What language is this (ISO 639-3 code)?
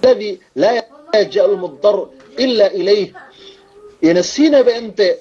yka